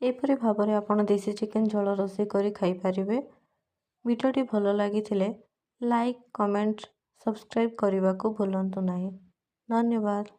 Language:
Odia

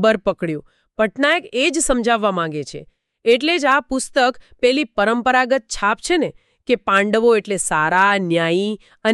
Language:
Gujarati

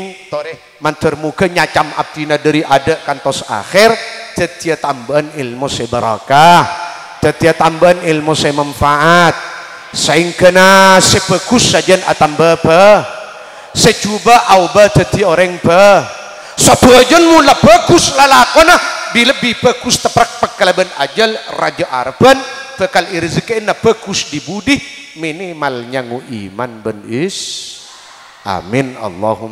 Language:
Madurese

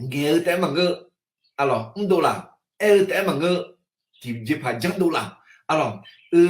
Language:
Akha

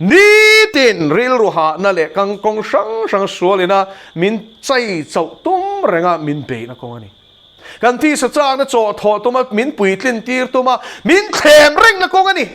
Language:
Mizo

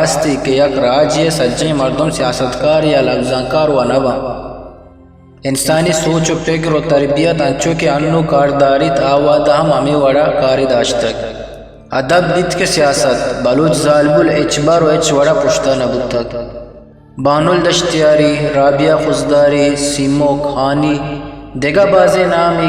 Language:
Eastern Balochi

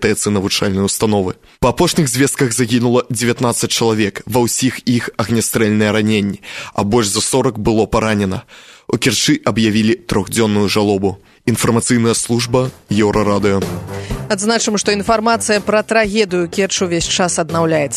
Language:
Belarusian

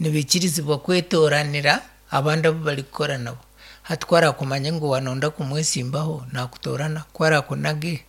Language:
Nyankole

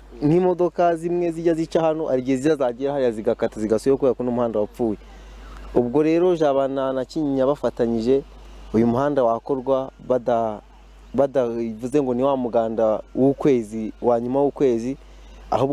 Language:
Kinyarwanda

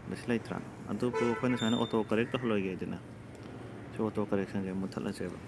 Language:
Manipuri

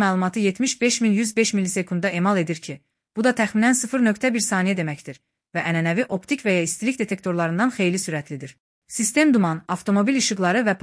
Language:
Azerbaijani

